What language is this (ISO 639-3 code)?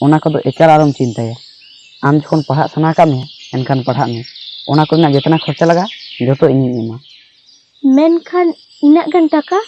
sat